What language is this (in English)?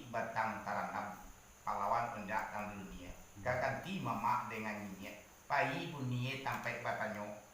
Minangkabau